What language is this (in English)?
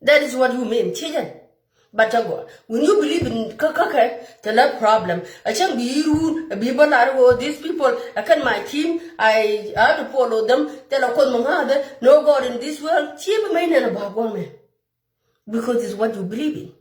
Nuer